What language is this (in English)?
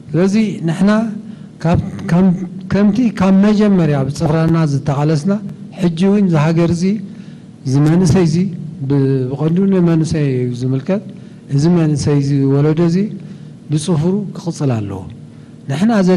Tigrinya